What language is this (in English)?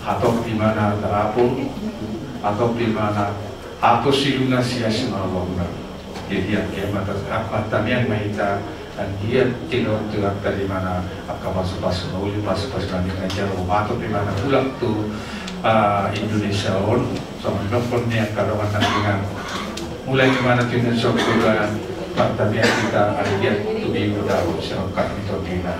Batak Toba